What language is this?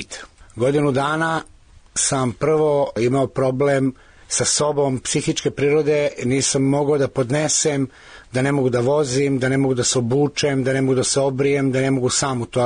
Serbian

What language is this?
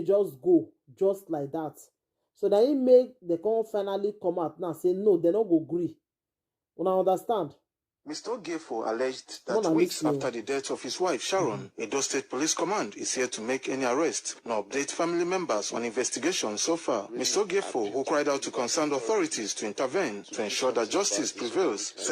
Nigerian Pidgin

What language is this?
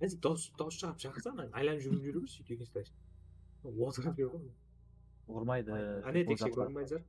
Kara-Kalpak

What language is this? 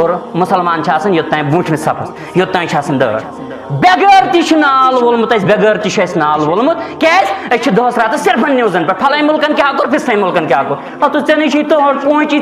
Kashmiri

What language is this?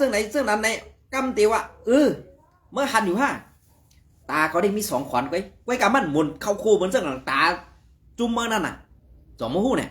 Shan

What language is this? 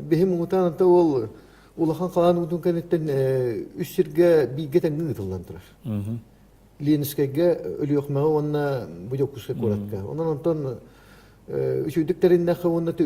Yakut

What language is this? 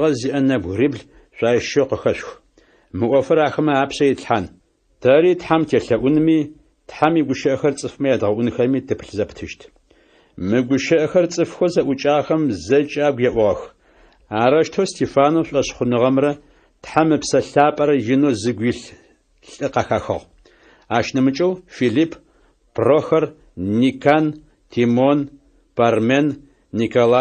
Adyghe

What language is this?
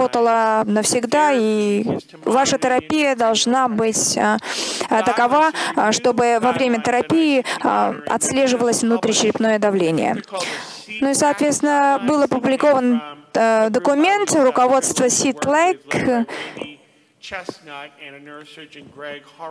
Russian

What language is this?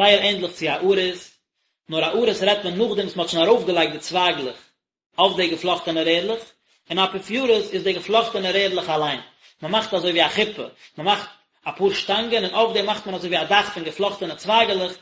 Yiddish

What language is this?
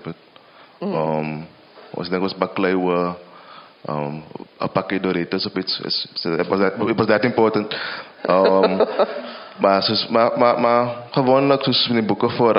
Afrikaans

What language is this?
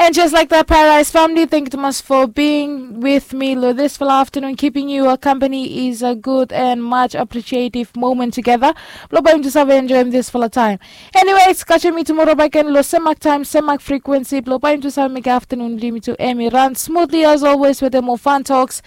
Bislama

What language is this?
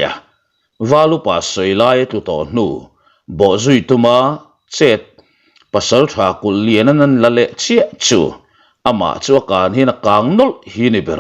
Mizo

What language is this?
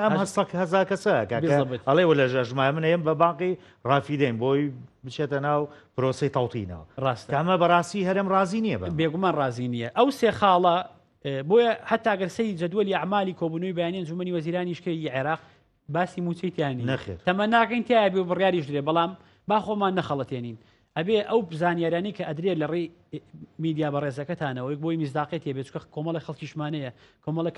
Central Kurdish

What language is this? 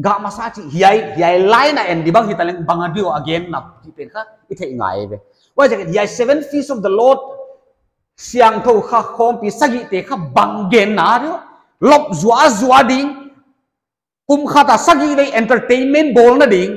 Paite Chin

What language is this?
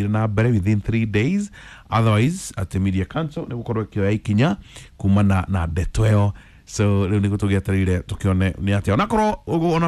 Kikuyu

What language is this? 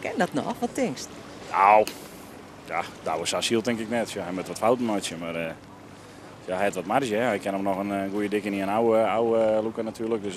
Western Frisian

